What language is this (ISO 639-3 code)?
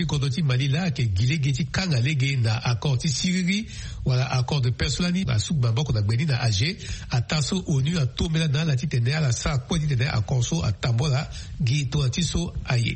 sag